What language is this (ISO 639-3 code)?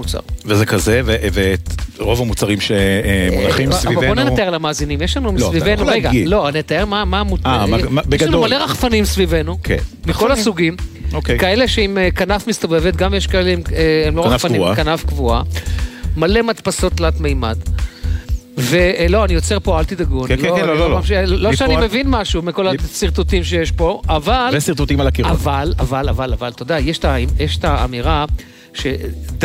heb